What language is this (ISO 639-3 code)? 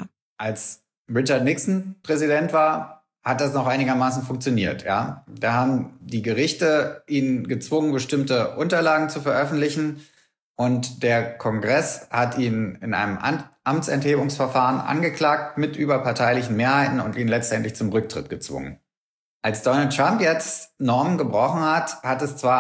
deu